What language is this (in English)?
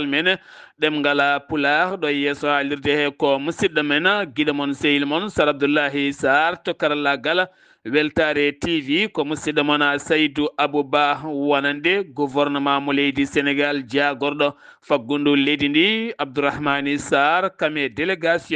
Fula